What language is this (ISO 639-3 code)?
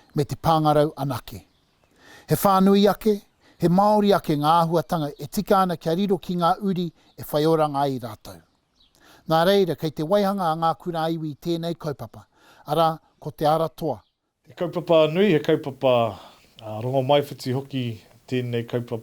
mri